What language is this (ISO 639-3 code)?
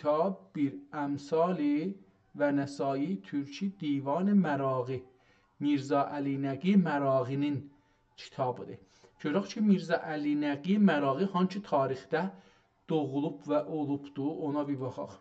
azb